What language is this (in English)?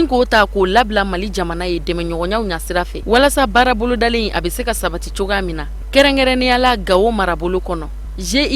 Bambara